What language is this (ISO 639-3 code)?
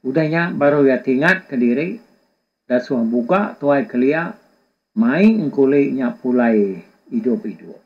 iba